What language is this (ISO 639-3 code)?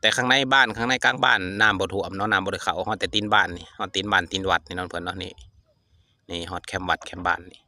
lao